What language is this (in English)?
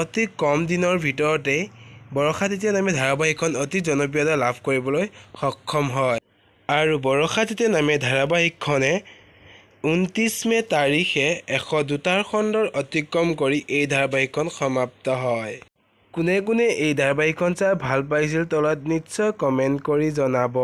Assamese